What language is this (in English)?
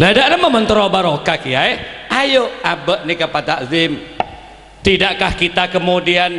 Madurese